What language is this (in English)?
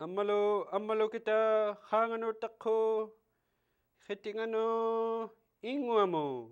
Inuktitut